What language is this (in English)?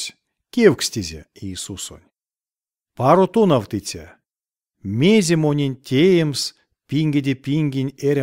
Erzya